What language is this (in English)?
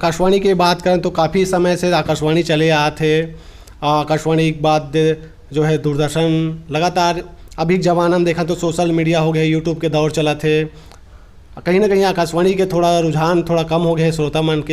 Chhattisgarhi